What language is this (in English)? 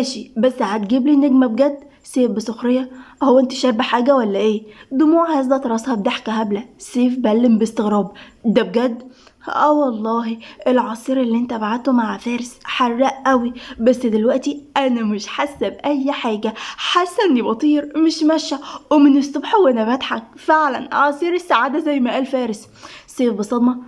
Egyptian Arabic